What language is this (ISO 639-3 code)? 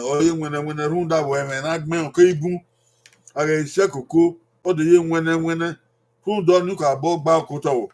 bin